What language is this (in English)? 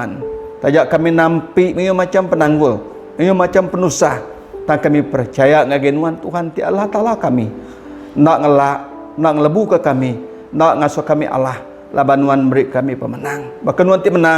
Iban